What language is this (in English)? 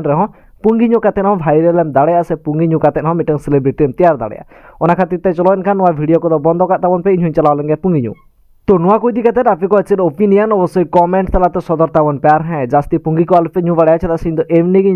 Santali